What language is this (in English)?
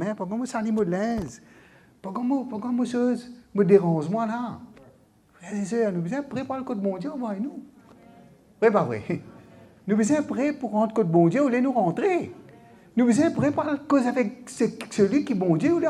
Morisyen